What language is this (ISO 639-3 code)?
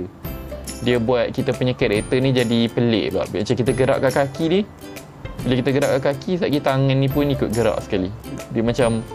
msa